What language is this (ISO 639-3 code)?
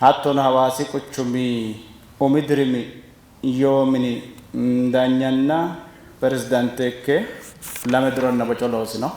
sid